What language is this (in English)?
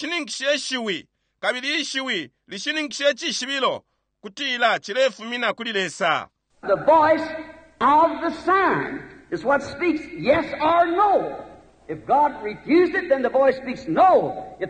Bemba